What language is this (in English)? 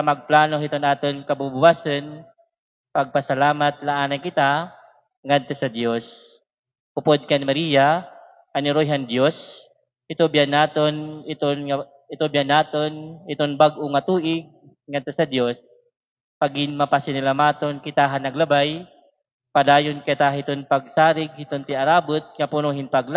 Waray